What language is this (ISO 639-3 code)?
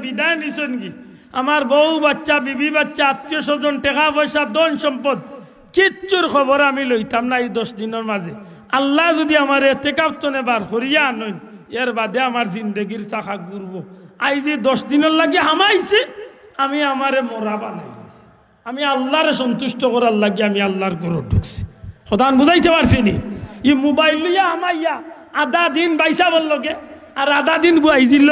syl